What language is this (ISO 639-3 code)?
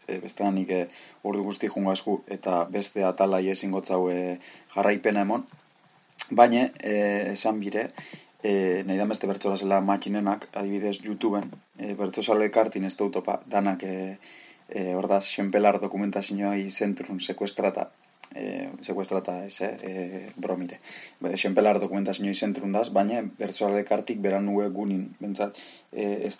eus